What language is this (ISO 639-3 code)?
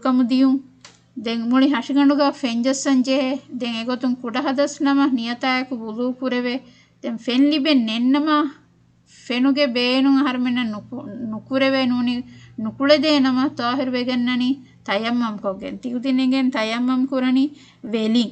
div